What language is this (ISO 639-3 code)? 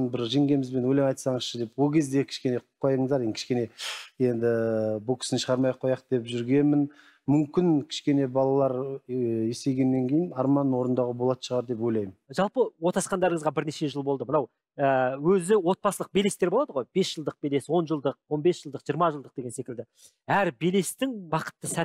kaz